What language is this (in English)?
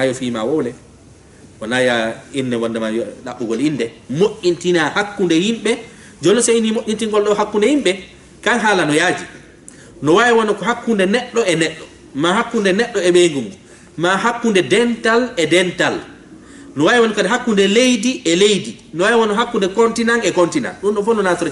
Fula